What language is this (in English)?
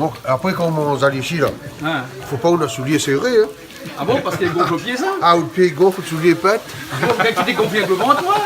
Réunion Creole French